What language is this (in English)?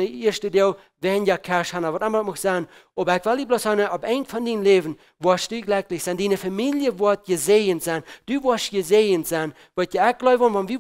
Plautdietsch